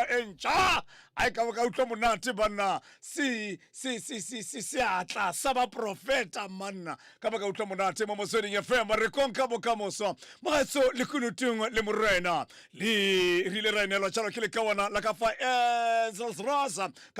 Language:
Tswana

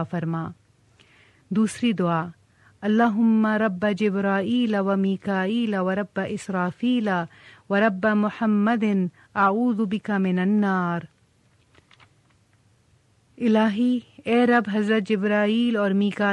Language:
Urdu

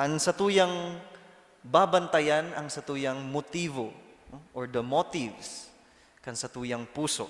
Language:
Bikol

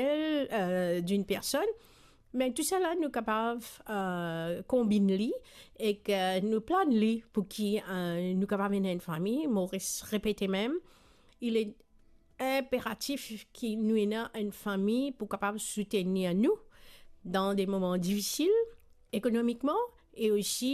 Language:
Morisyen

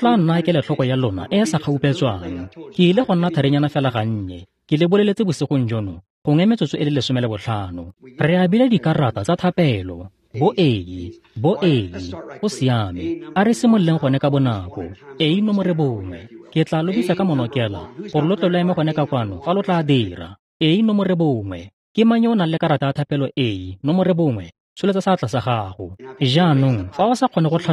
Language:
Tswana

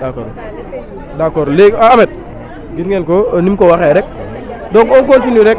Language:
Wolof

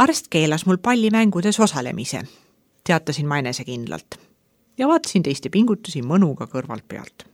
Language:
Estonian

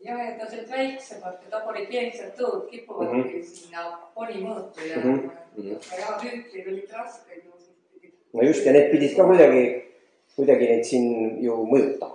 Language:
Estonian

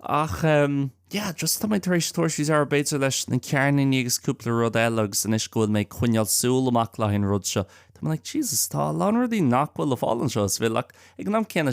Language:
Irish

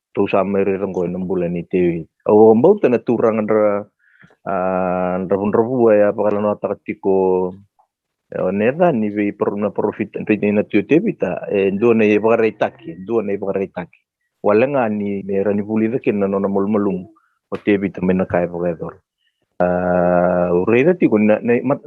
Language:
Fijian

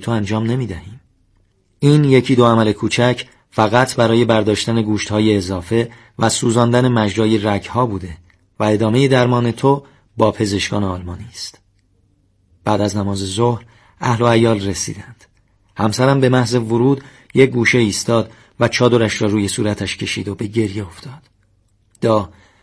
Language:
Persian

